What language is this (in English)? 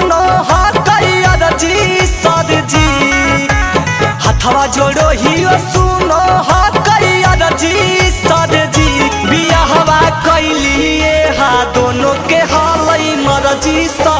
Magahi